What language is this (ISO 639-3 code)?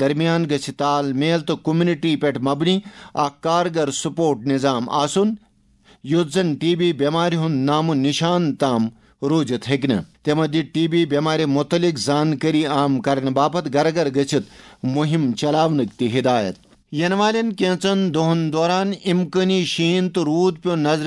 kas